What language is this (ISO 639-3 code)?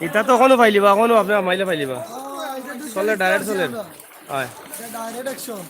syl